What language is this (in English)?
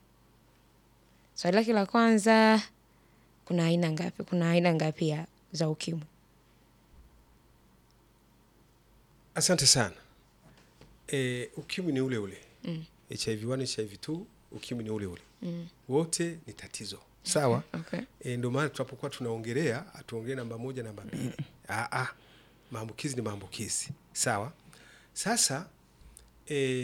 Swahili